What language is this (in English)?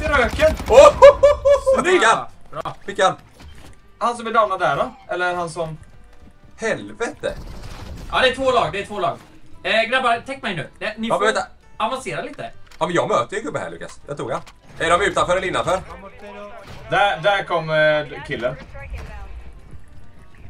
Swedish